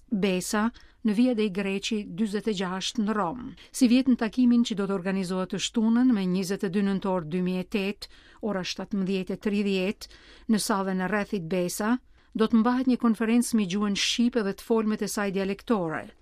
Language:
Albanian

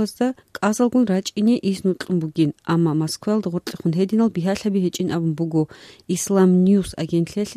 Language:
Avaric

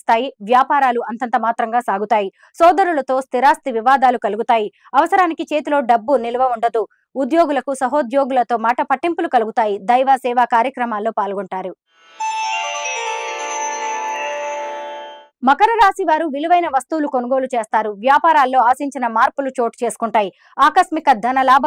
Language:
Telugu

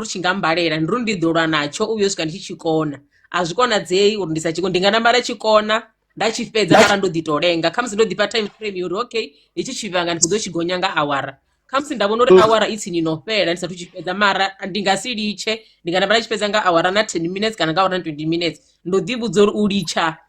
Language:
Venda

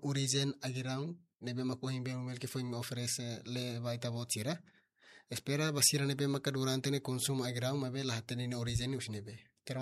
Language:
Tetum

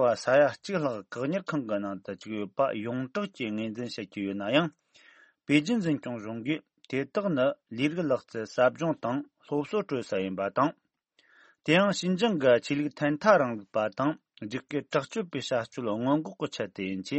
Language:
Tibetan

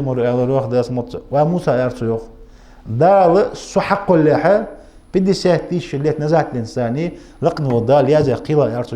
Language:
Ingush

